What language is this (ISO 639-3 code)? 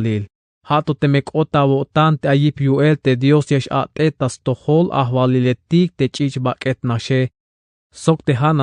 tzh